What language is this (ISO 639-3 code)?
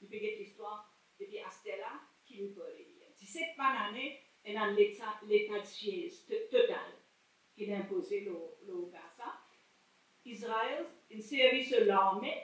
mfe